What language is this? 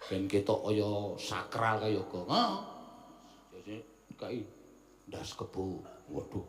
Javanese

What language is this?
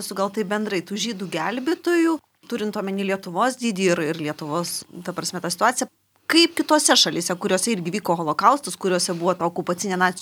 Lithuanian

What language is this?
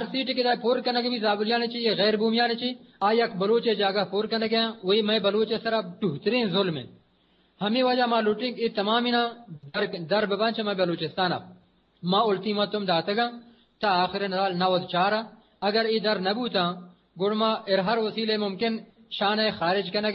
Eastern Balochi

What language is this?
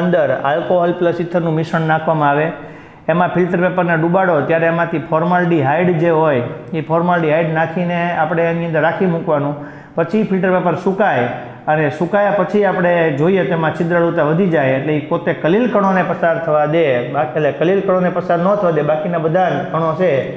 Gujarati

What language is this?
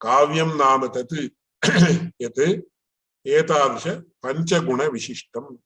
Sanskrit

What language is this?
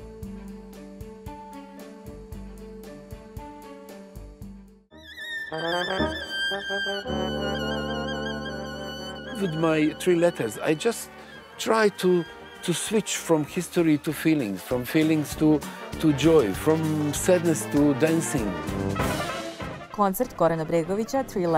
Serbian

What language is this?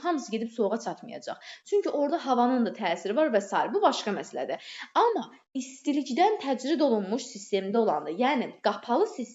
Azerbaijani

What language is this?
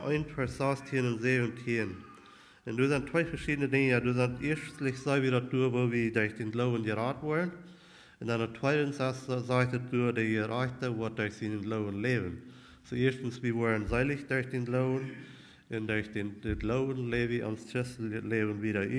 Plautdietsch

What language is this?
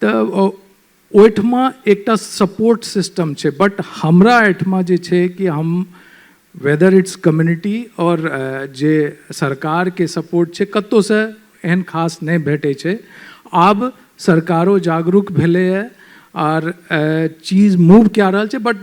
Maithili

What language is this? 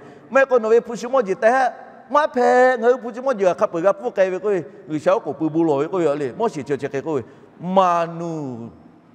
Lahu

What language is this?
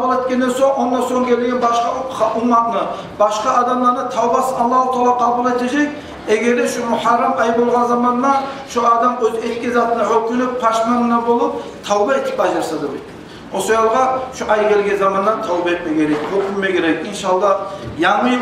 Kumyk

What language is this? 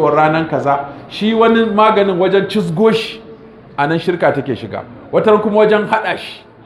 Hausa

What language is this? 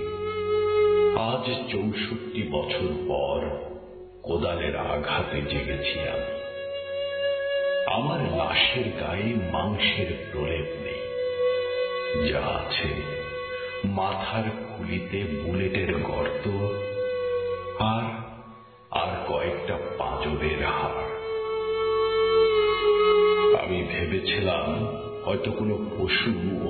Bangla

